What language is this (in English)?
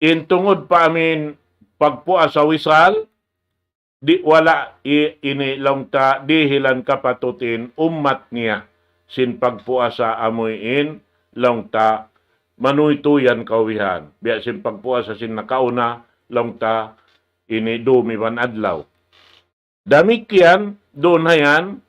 Tausug